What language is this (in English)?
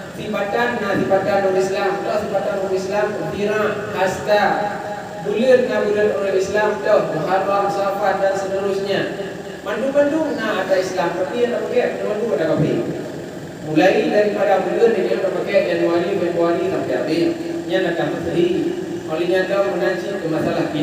Achinese